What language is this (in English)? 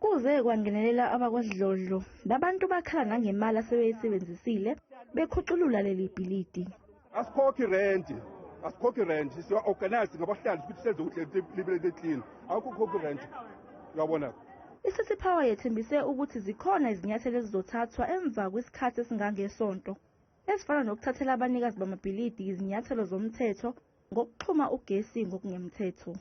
Zulu